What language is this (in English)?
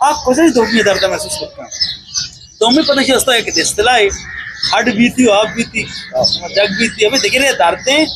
Eastern Balochi